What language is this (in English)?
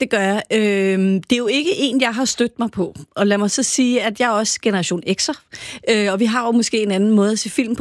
Danish